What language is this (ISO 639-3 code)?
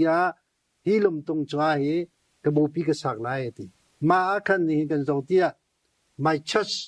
cnh